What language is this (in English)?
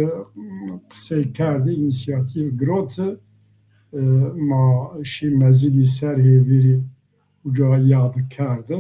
Zaza